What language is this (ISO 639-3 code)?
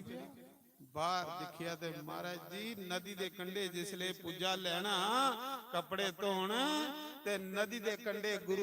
doi